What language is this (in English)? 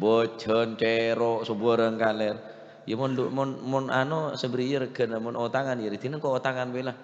Madurese